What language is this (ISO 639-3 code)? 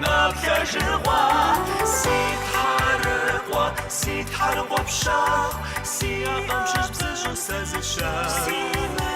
kbd